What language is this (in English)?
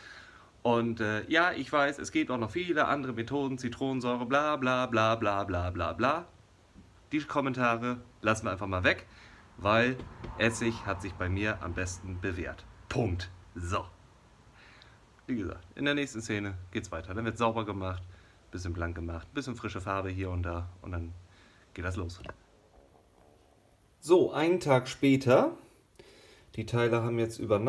German